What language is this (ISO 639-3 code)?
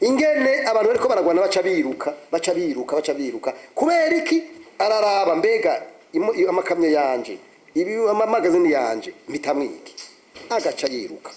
run